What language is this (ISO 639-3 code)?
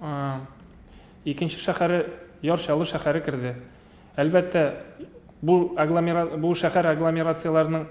tat